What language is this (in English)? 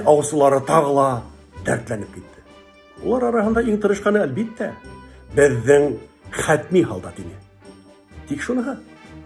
Bashkir